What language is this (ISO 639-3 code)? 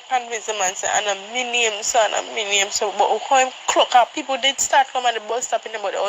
jam